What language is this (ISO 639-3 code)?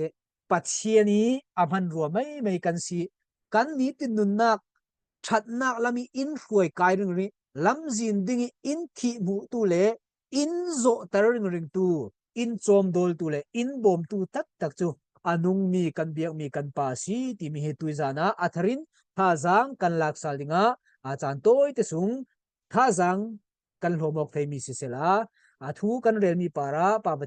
cfm